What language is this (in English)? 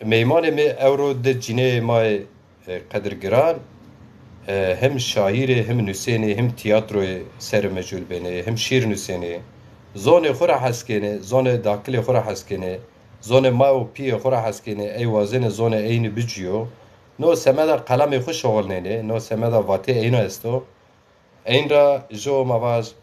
Zaza